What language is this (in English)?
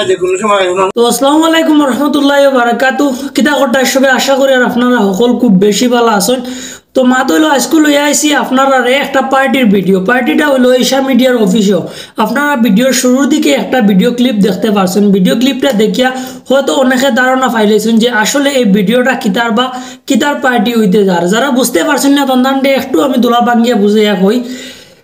Sylheti